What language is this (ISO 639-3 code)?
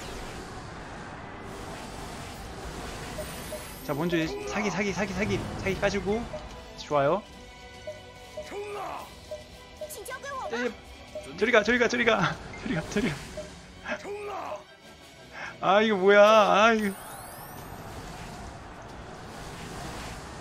kor